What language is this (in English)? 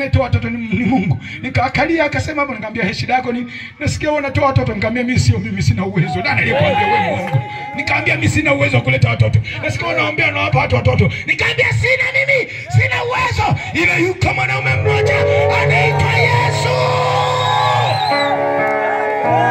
Swahili